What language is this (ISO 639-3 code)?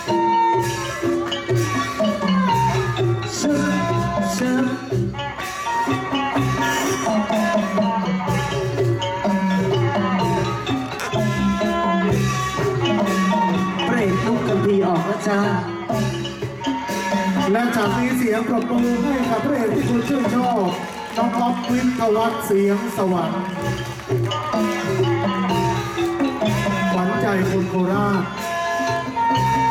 tha